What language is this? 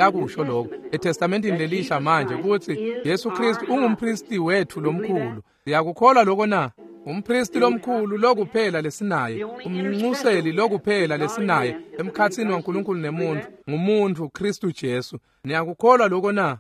Swati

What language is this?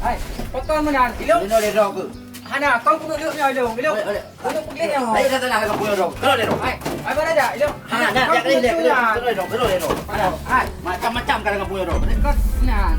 Achinese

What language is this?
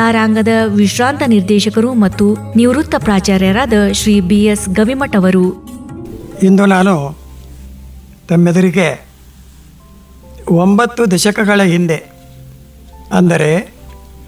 Kannada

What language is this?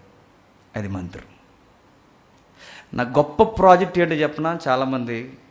Telugu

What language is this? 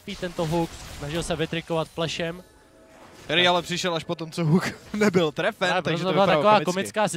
Czech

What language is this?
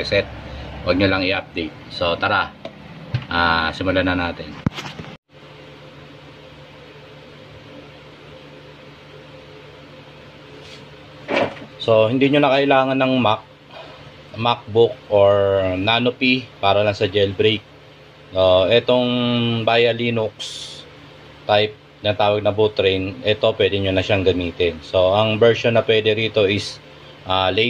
Filipino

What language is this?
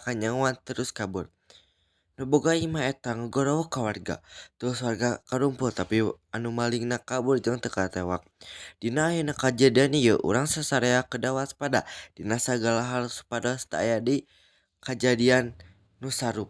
Sundanese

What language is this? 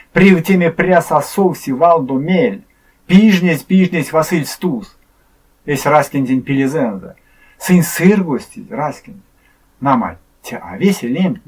Erzya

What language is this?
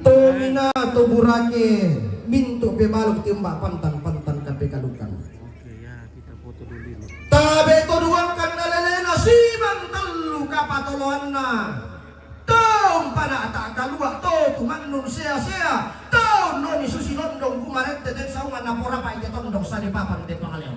Toraja-Sa'dan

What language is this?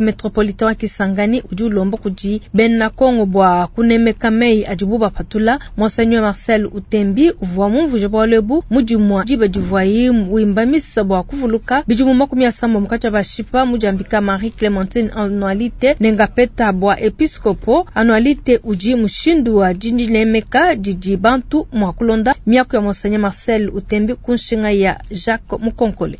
Luba-Lulua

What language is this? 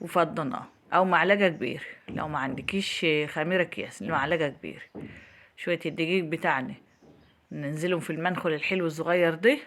Egyptian Arabic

